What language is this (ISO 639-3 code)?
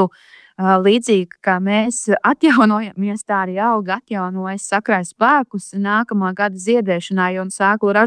lav